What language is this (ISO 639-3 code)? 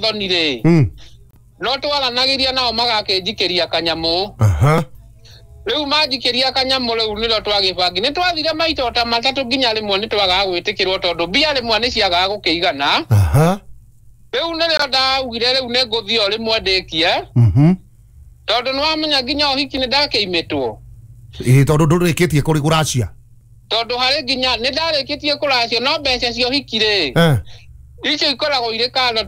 kik